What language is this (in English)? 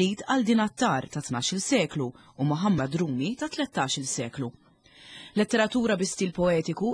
Maltese